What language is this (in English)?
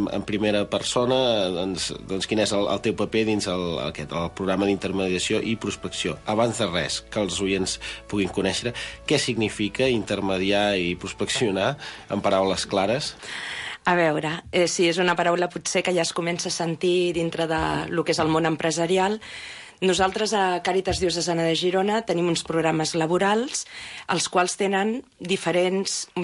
Catalan